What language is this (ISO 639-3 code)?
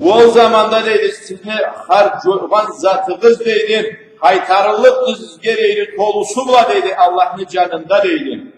krc